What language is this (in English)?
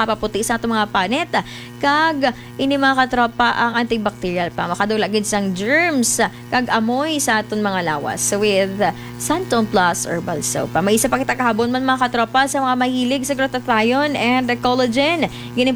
Hiligaynon